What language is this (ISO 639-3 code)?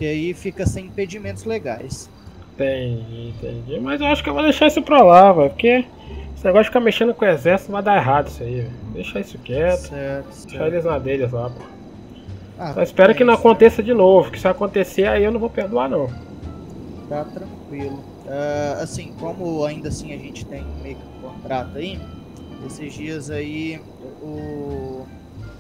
por